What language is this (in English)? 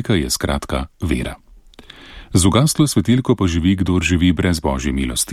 Slovenian